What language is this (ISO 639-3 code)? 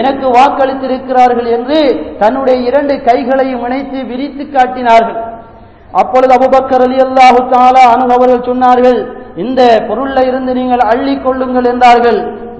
tam